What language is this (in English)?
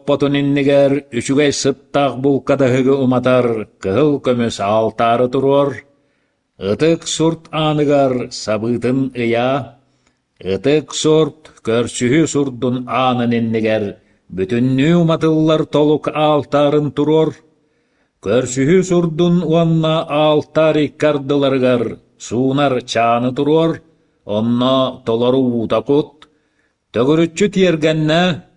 Yakut